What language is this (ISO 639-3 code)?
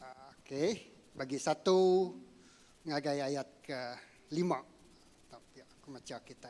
iba